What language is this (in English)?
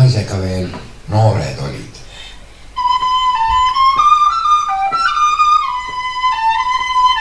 Estonian